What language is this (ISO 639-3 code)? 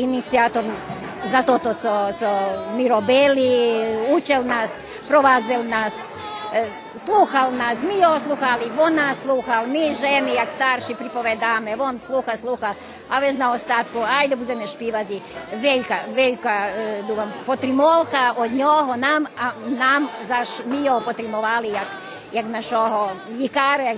rue